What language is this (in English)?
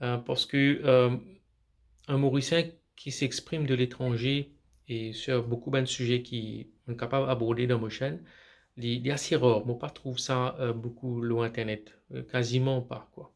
Morisyen